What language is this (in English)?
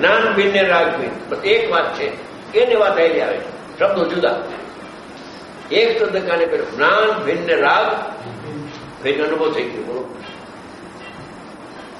Gujarati